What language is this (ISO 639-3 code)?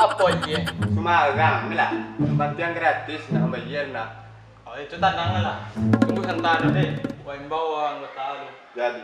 min